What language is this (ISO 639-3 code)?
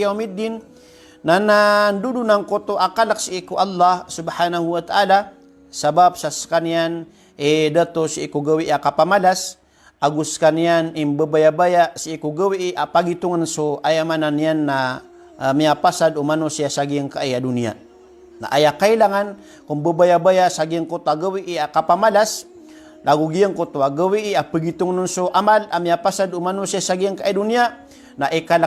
mrw